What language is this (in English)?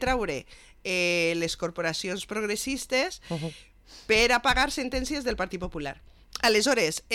Catalan